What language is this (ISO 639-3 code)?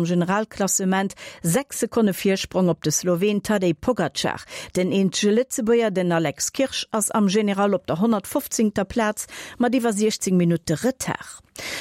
ltz